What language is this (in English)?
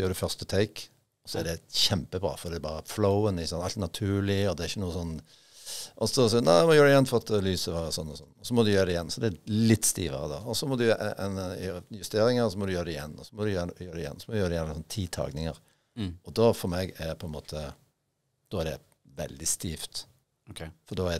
Norwegian